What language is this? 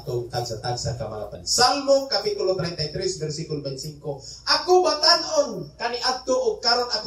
Cebuano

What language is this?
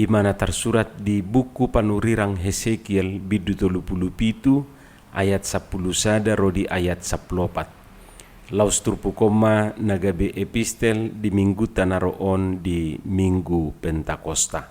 Batak Toba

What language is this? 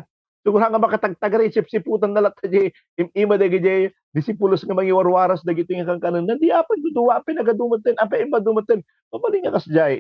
Iloko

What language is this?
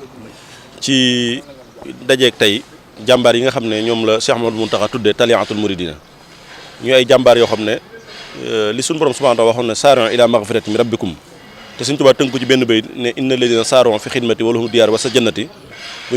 Wolof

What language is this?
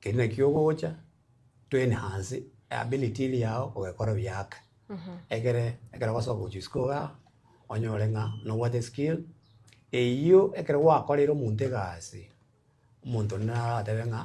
Gusii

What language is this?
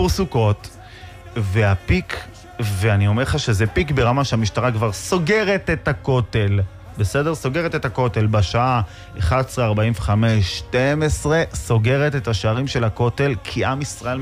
Hebrew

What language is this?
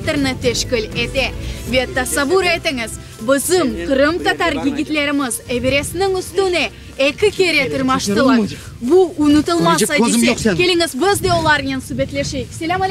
Crimean Tatar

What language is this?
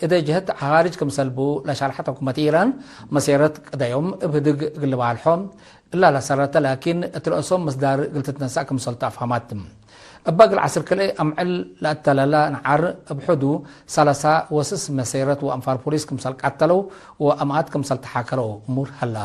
Tigre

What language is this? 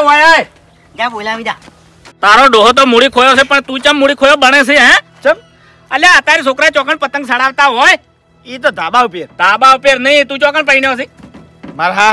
Gujarati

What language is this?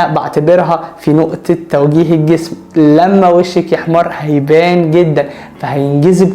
Egyptian Arabic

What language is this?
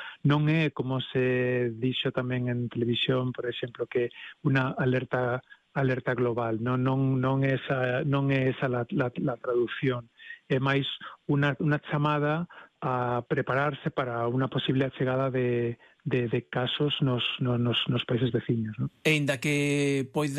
Galician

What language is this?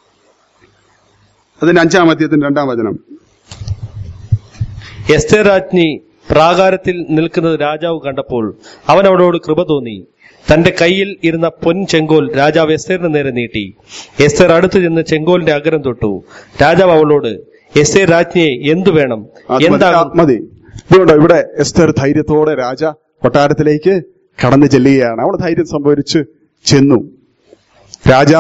Malayalam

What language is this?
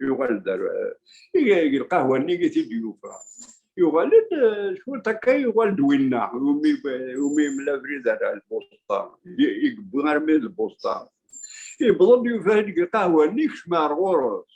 Kabyle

